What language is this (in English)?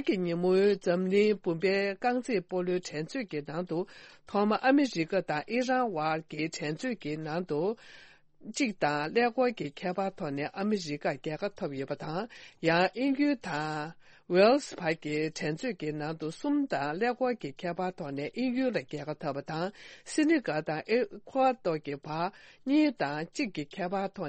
Tibetan